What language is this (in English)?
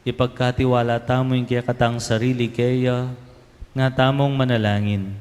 Pampanga